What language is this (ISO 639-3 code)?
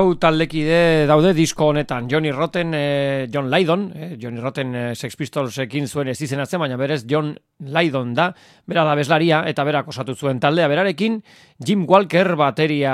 eus